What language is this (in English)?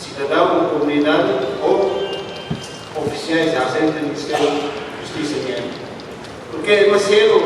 Tetum